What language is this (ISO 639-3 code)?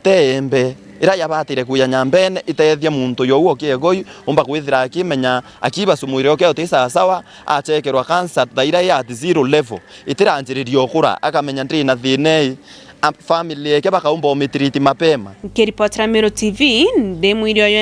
mer